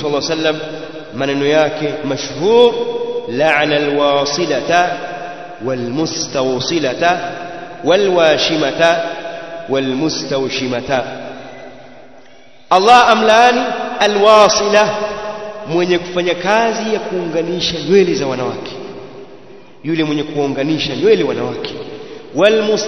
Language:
Swahili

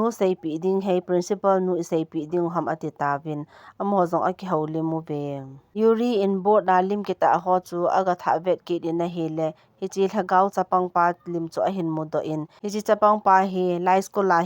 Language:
Thado Chin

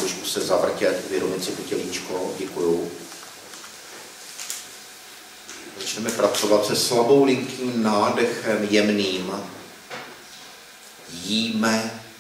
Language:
Czech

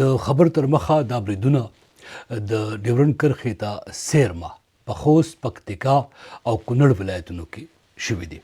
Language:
Pashto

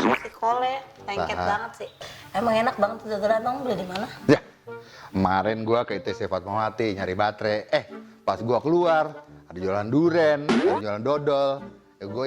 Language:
Betawi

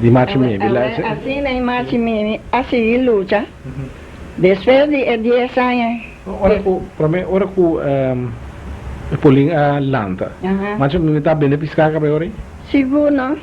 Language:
Papiamento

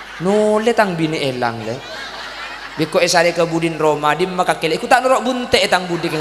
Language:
Madurese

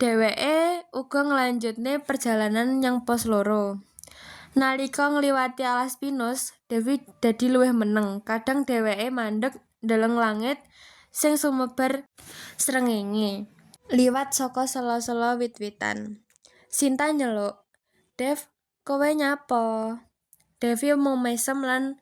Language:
Javanese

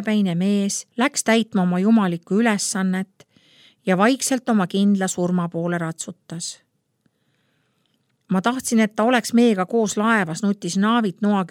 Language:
Estonian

